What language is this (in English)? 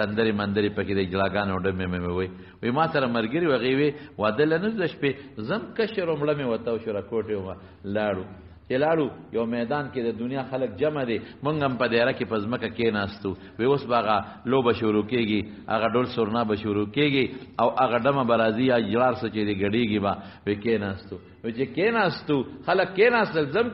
Pashto